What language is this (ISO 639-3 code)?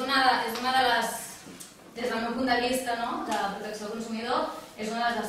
cat